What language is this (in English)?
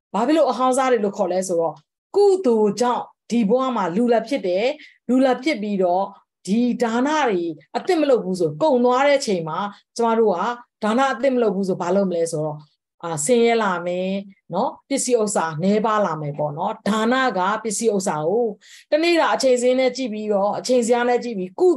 Burmese